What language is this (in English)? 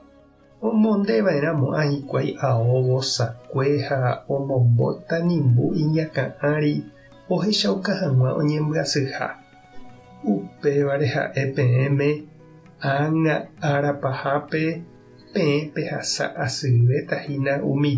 Guarani